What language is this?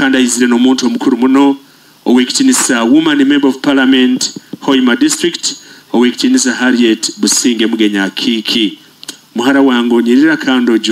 Nyoro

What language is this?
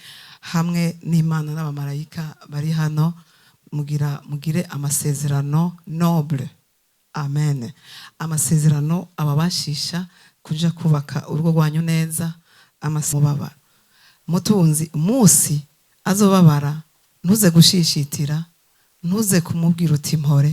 Rundi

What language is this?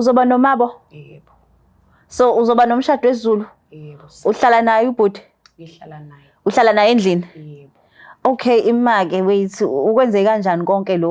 Zulu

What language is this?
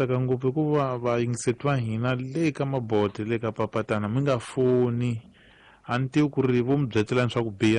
Tsonga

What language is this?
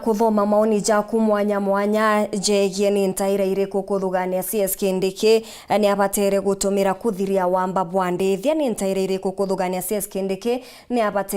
Meru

